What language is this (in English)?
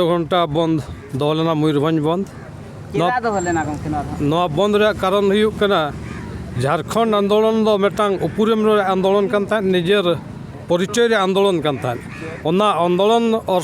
Santali